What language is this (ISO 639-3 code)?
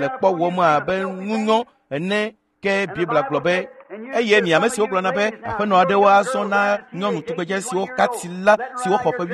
ewe